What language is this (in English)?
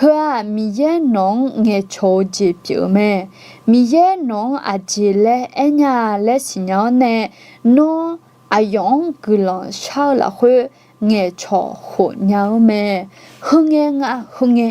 Akha